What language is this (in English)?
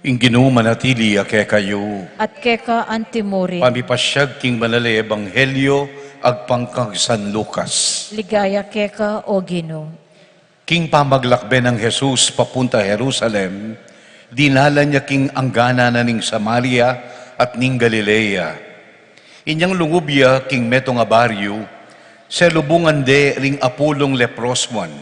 Pampanga